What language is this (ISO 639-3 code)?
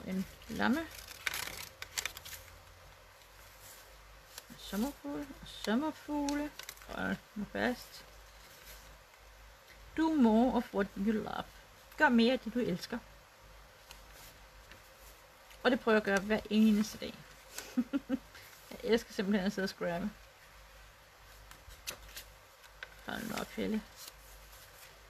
dan